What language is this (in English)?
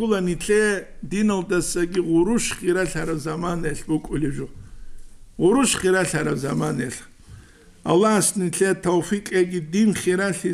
Avaric